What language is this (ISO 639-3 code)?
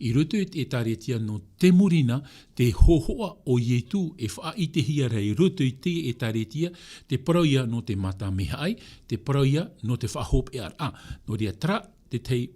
tah